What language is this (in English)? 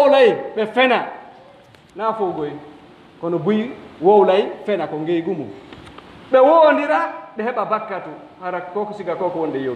Pular